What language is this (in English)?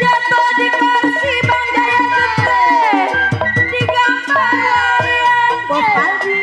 Betawi